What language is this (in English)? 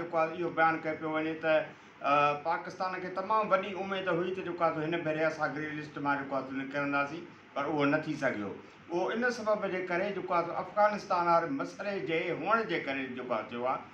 Sindhi